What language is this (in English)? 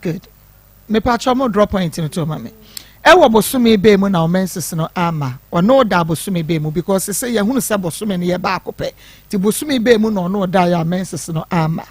Akan